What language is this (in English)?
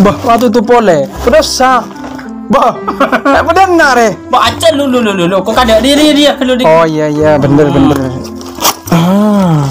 Madurese